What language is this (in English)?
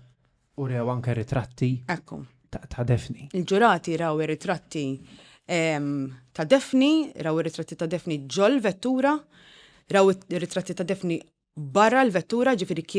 Maltese